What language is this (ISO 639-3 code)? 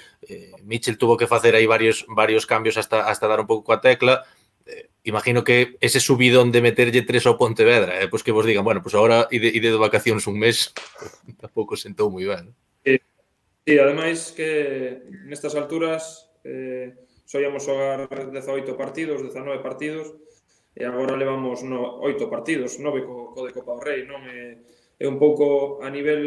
glg